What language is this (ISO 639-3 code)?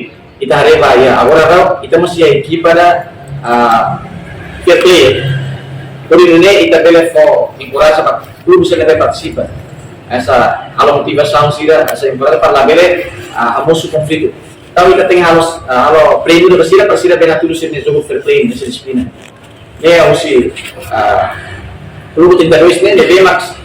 tet